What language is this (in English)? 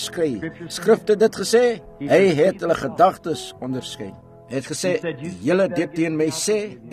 Afrikaans